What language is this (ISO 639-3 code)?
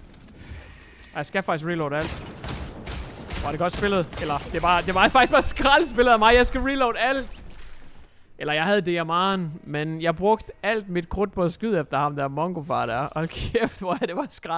dan